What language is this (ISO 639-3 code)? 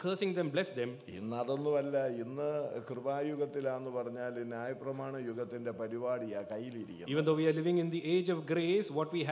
mal